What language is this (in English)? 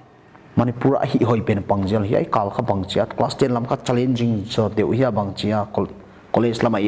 Paite Chin